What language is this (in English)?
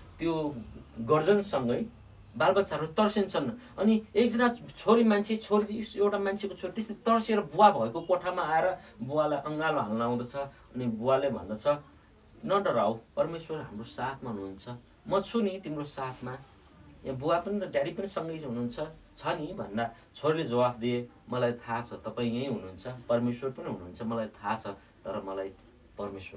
Nepali